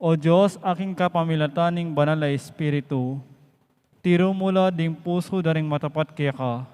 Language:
Pampanga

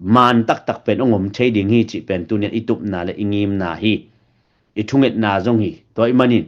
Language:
Tedim Chin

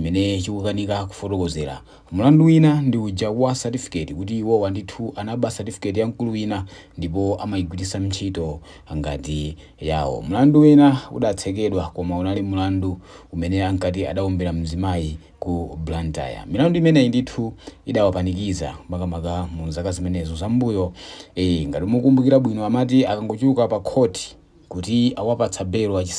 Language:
Nyanja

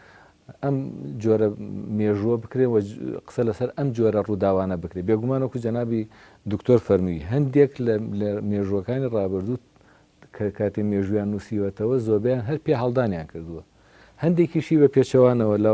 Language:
Central Kurdish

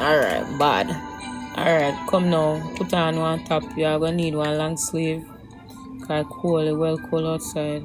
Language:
Jamaican Creole English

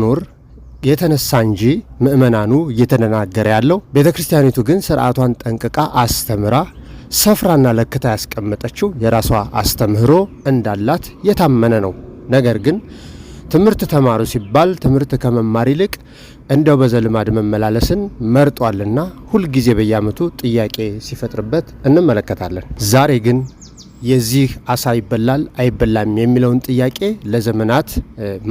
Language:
Amharic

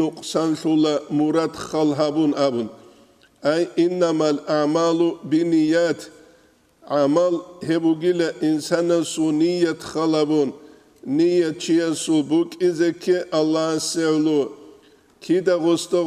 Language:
Avaric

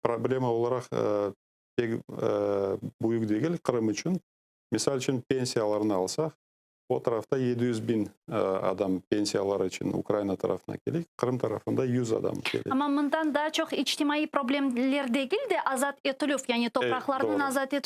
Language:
Crimean Tatar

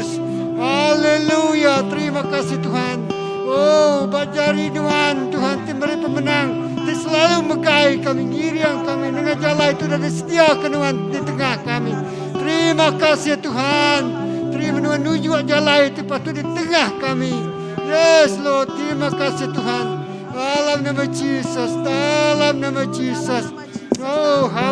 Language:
Iban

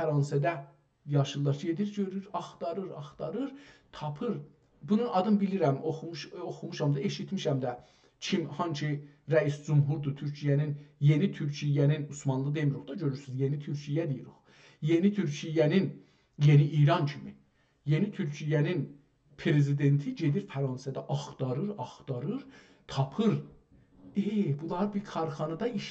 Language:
South Azerbaijani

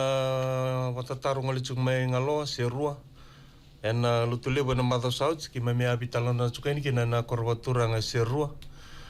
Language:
Fijian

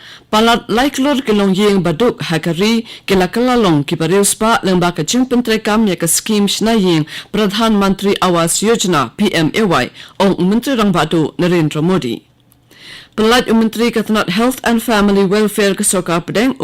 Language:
Khasi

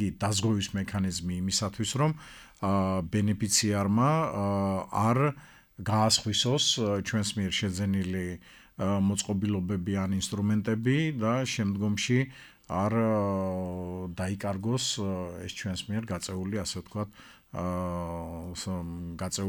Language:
Georgian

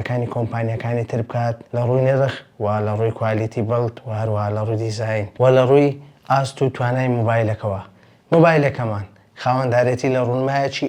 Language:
Central Kurdish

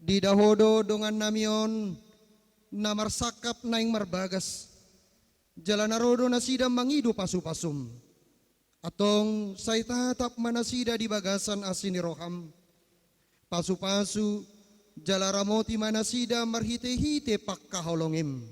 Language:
Batak Toba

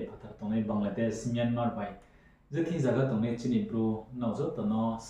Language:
Riang (India)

